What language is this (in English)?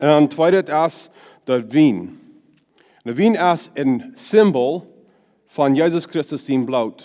Plautdietsch